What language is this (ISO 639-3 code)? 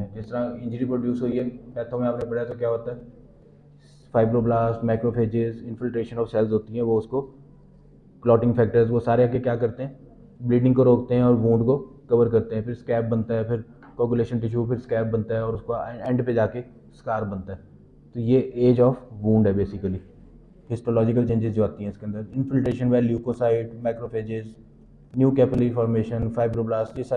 hin